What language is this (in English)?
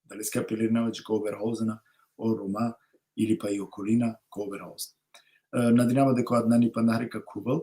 Balkan Romani